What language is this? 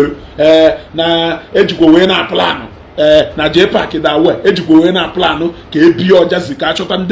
Igbo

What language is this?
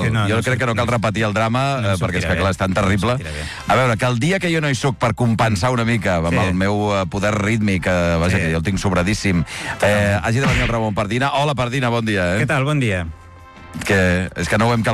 Catalan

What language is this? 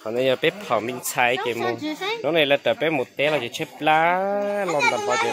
Hmong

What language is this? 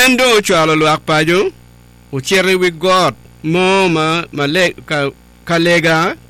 Acoli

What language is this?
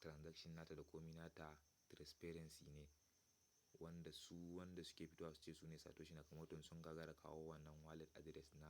Hausa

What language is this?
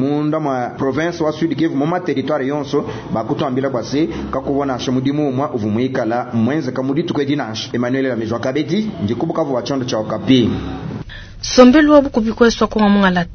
Luba-Lulua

